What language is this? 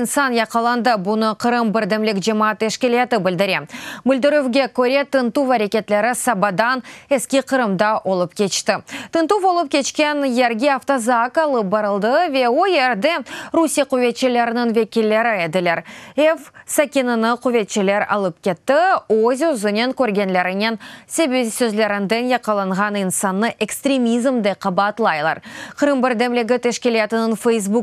Crimean Tatar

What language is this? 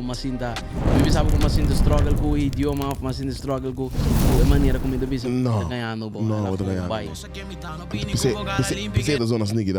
Papiamento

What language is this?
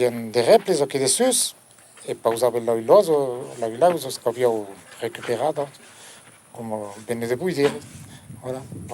Occitan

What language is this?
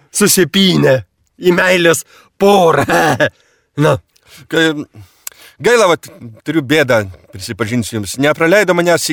Lithuanian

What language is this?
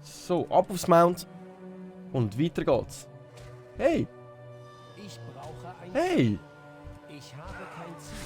Swiss German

